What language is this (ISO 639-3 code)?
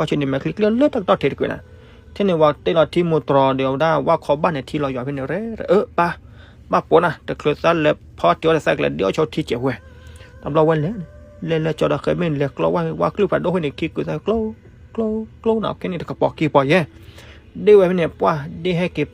ksw